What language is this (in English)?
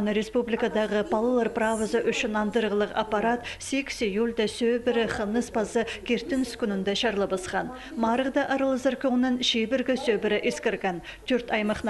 Khakas